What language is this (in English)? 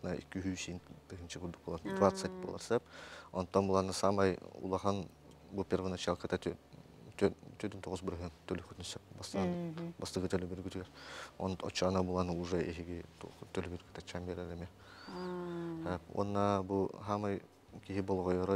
Yakut